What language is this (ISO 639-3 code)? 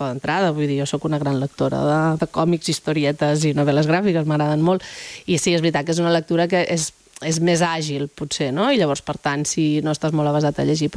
cat